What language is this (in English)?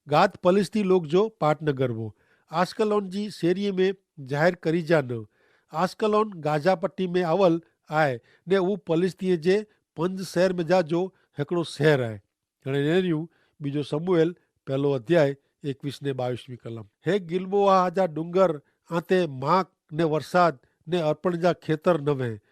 Kachhi